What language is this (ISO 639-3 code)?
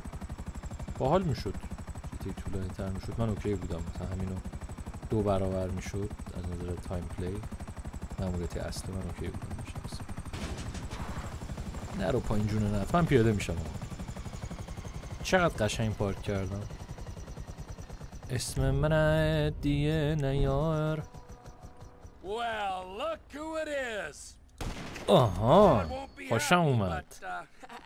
fas